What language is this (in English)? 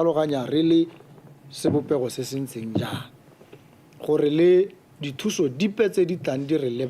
Tswana